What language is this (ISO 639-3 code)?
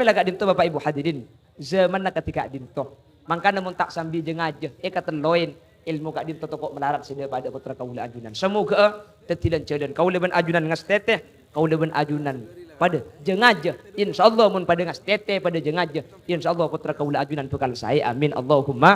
mad